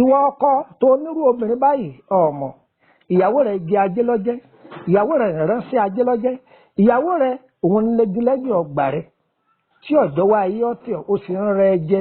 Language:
Yoruba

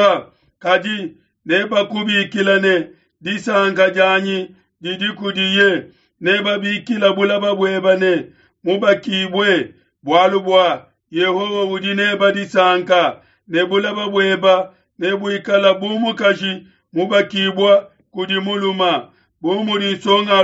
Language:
Luba-Lulua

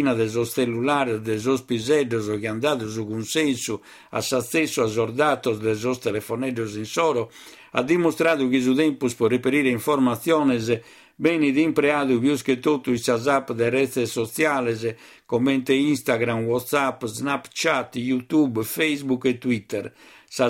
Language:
Sardinian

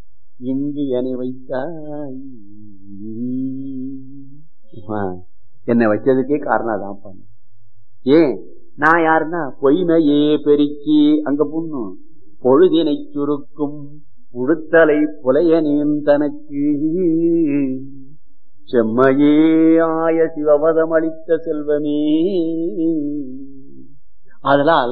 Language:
Tamil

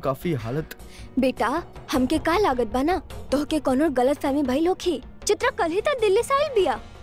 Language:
Bhojpuri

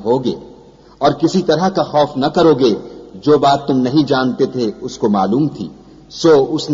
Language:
Urdu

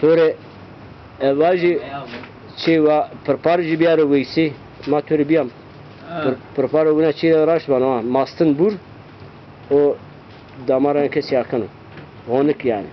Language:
Zaza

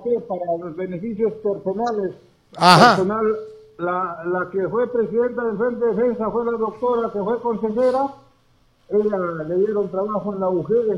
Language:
Spanish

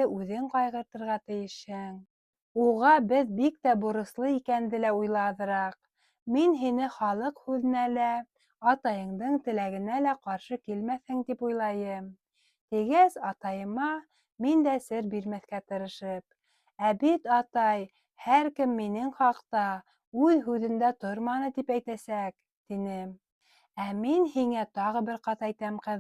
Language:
Bashkir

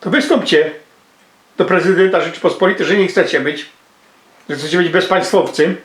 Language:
Silesian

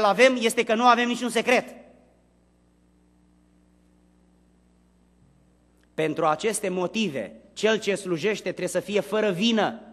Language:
Romanian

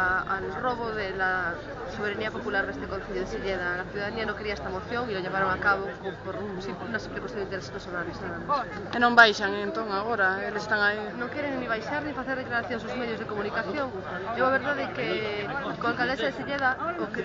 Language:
Galician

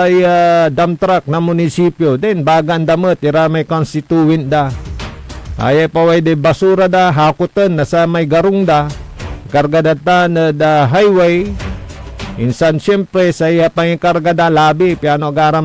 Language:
Pangasinan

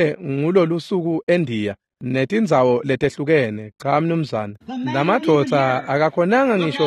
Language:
Swati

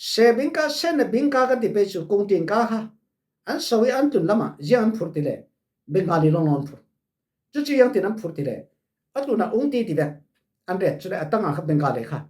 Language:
Falam Chin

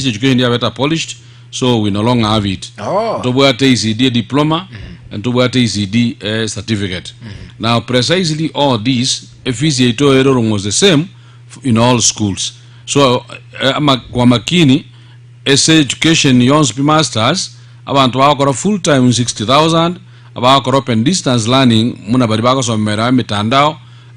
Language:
Gusii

